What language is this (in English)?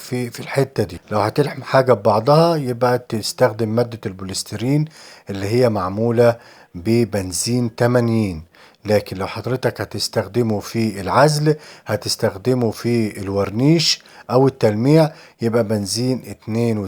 Egyptian Arabic